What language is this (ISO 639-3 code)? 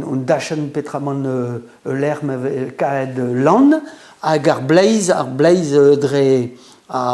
bre